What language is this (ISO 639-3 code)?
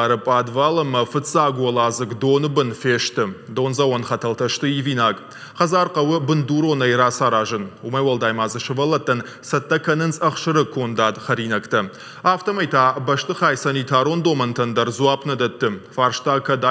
oss